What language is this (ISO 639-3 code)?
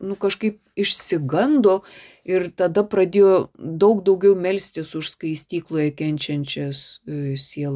lit